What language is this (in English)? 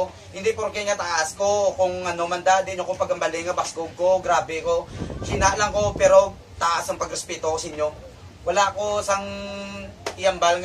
Hiligaynon